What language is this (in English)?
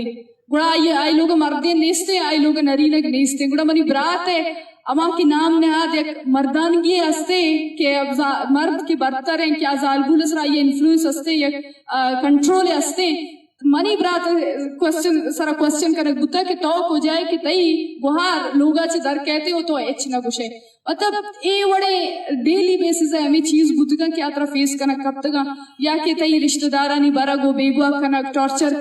Eastern Balochi